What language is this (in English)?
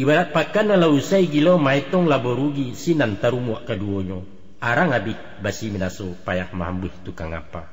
Minangkabau